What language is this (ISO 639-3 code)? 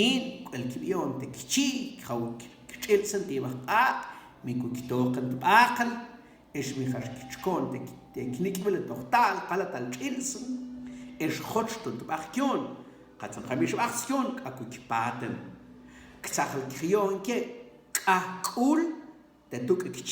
mam